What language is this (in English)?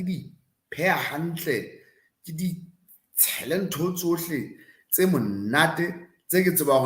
Southern Sotho